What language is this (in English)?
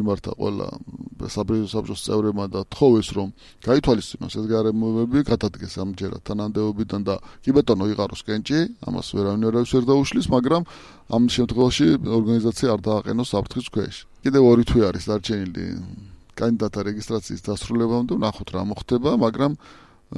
Georgian